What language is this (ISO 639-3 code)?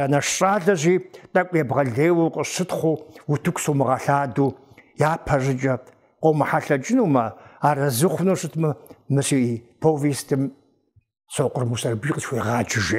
kbd